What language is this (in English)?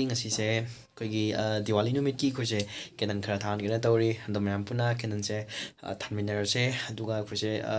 Manipuri